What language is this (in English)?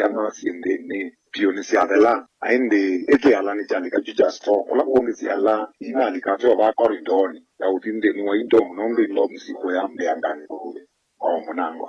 Kamba